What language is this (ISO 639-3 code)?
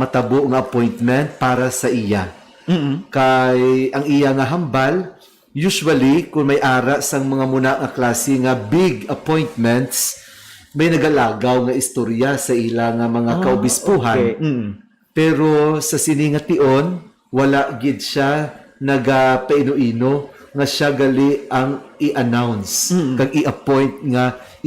hil